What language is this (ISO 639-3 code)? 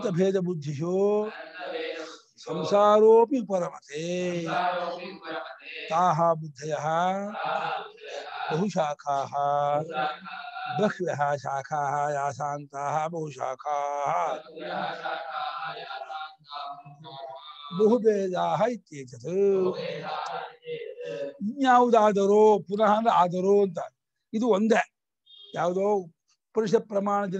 kan